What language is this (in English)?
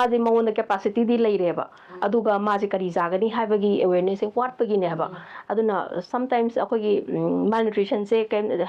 Manipuri